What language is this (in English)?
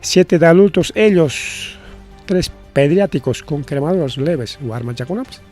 Ayacucho Quechua